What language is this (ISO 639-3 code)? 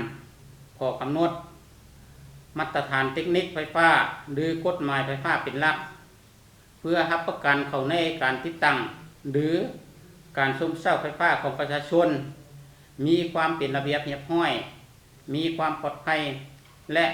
lao